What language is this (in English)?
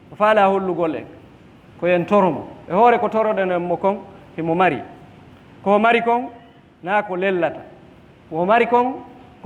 Fula